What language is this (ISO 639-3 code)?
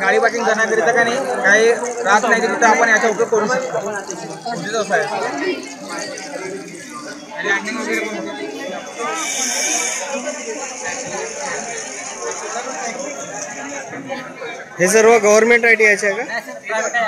mar